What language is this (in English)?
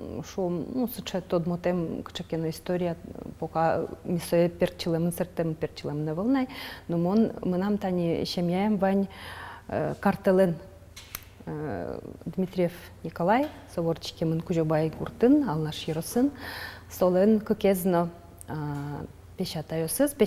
Udmurt